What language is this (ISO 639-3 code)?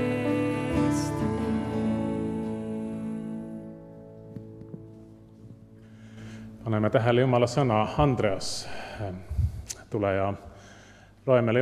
est